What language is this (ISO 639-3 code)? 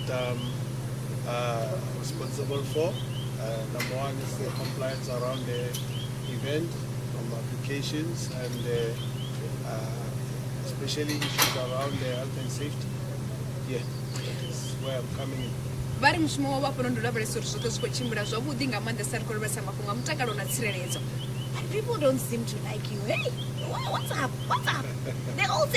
ven